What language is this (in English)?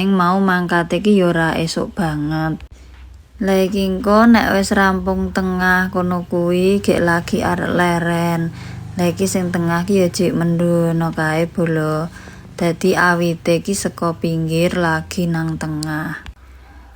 Javanese